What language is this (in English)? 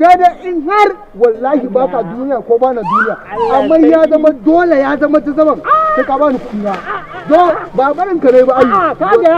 Hausa